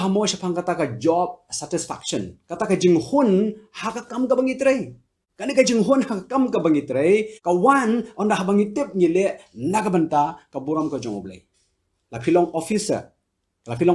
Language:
Khasi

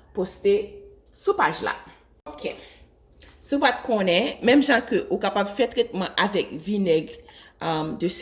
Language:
Haitian Creole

